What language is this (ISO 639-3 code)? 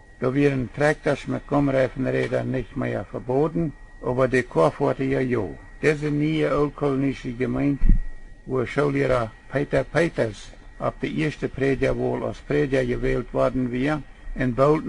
pdt